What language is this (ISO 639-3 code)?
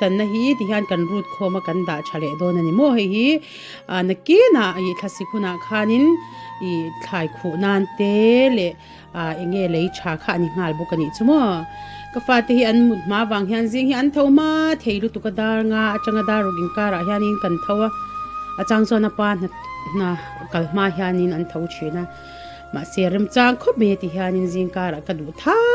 lus